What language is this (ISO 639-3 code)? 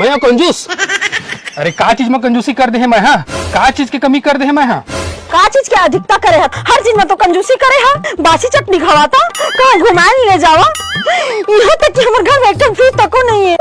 hne